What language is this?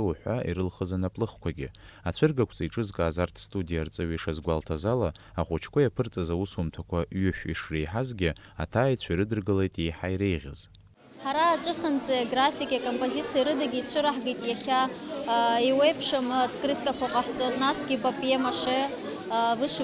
Abkhazian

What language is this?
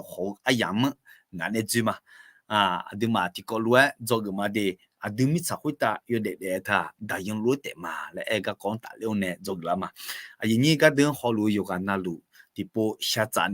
Akha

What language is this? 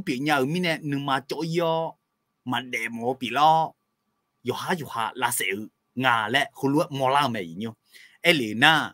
Akha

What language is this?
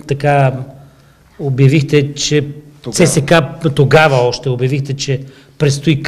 Bulgarian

